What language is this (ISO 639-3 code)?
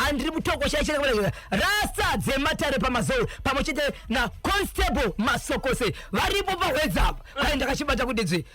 sna